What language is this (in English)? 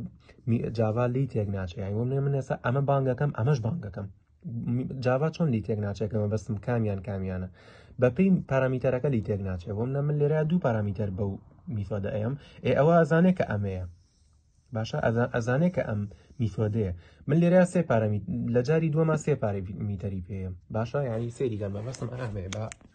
Central Kurdish